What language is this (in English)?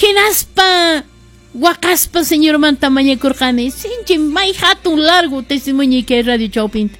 Quechua